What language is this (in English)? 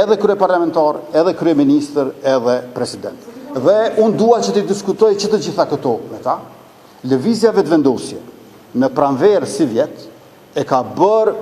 Albanian